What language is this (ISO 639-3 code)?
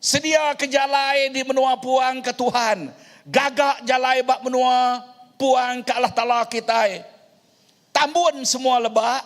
iba